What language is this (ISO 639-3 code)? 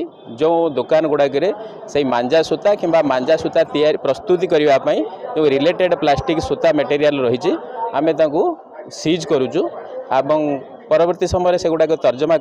ori